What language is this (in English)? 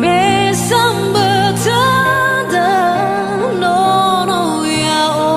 Nias